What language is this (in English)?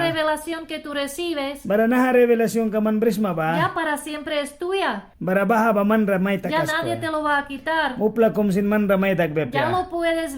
Mískito